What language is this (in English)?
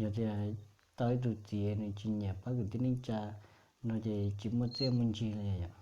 Hmong